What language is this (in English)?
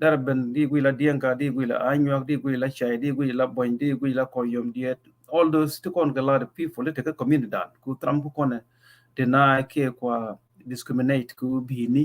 Nuer